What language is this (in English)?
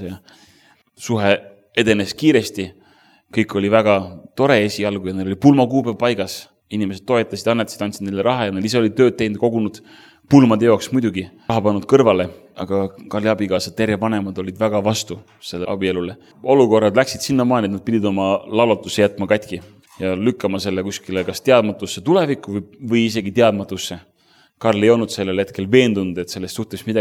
Estonian